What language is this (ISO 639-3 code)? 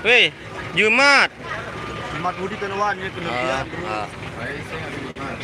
sas